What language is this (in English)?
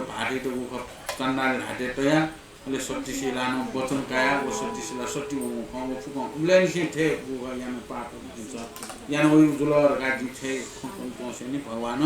Newari